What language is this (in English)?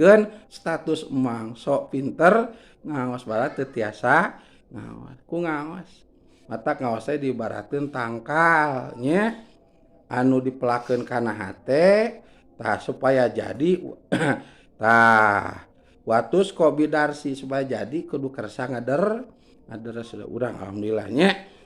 Sundanese